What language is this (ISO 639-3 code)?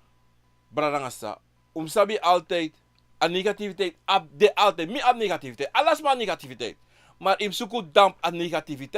srn